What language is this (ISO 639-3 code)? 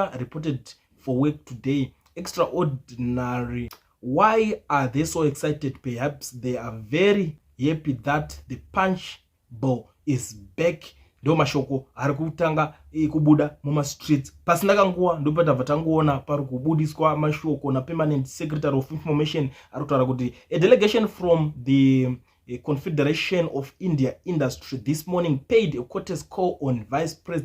sna